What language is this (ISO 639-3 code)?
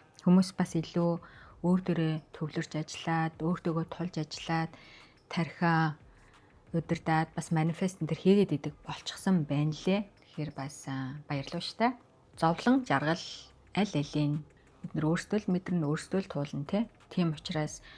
mon